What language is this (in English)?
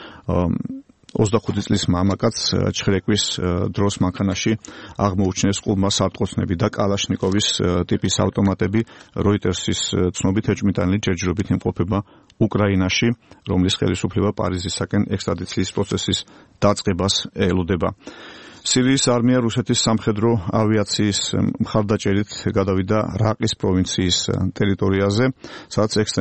Georgian